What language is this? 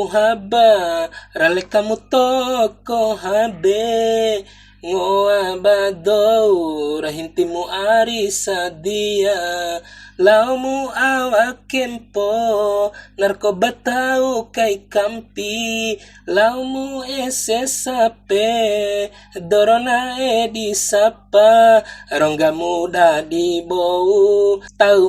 Bima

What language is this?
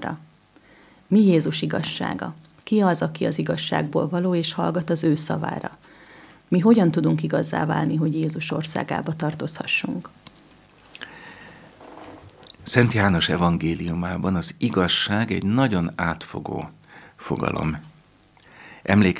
Hungarian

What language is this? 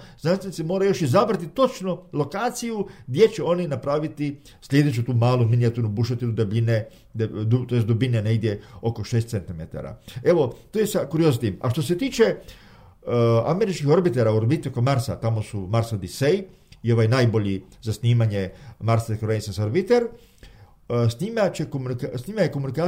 Croatian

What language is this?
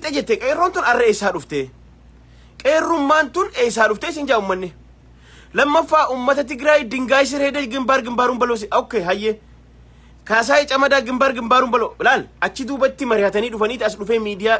Oromo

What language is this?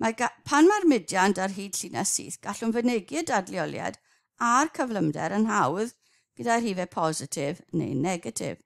Welsh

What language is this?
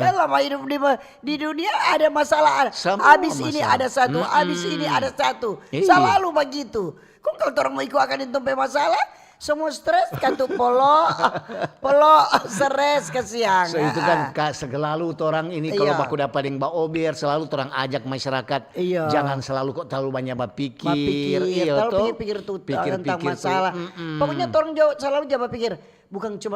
Manado Malay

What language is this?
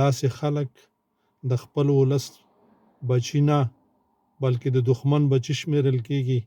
Pashto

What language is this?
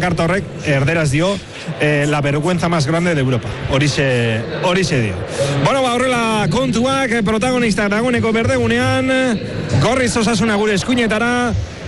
Basque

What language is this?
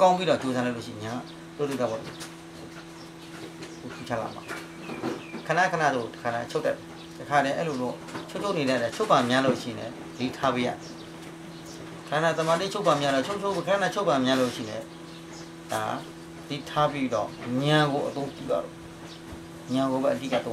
Burmese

